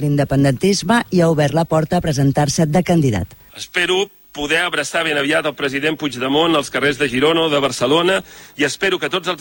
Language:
Catalan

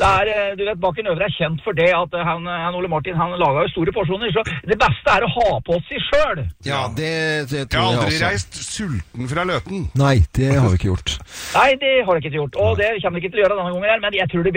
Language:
Norwegian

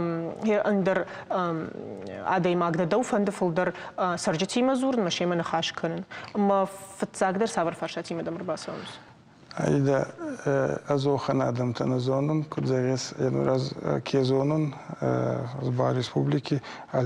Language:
Ossetic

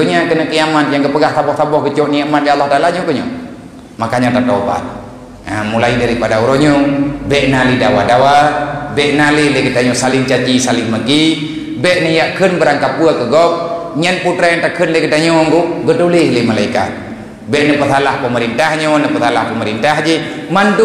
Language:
Achinese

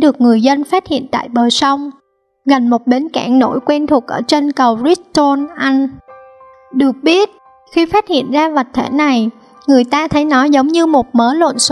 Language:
Vietnamese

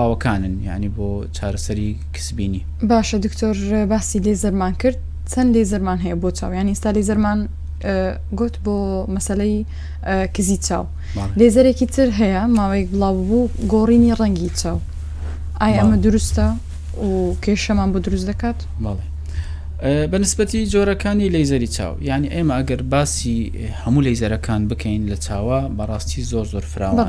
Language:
Central Kurdish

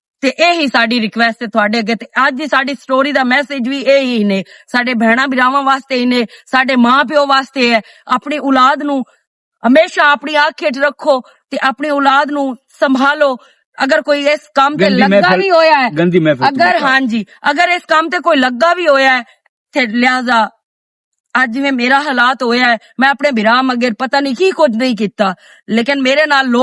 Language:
Western Panjabi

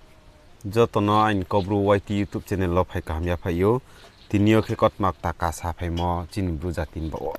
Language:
Riang (India)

